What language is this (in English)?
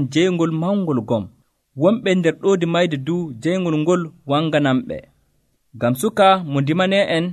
Nigerian Fulfulde